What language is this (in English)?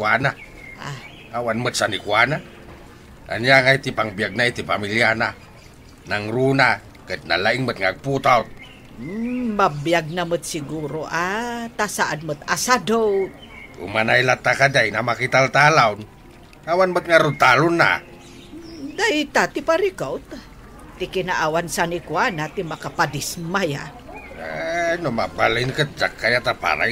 Iloko